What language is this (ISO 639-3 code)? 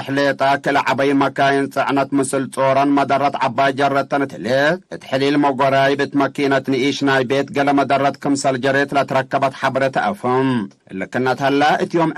tig